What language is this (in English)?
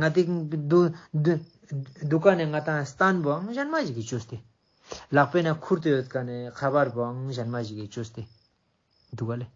Ladakhi